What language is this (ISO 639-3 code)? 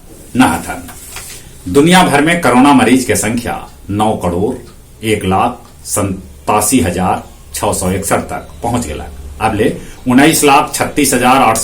mag